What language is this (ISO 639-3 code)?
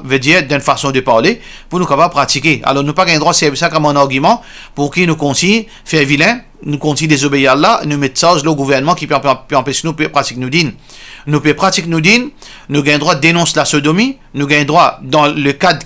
mfe